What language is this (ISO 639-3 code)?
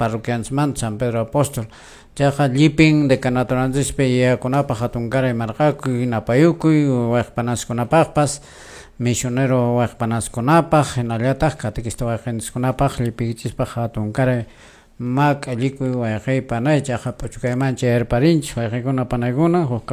que